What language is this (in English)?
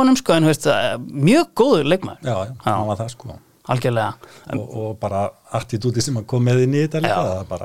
Icelandic